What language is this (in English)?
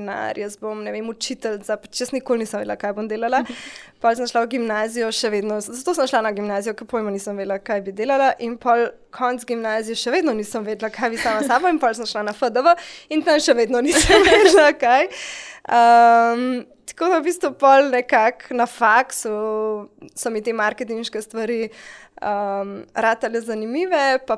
Slovenian